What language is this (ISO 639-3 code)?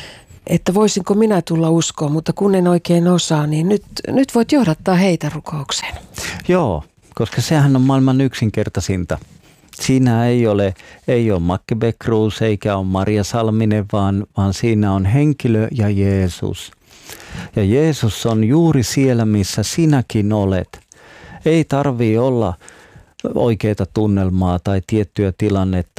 fin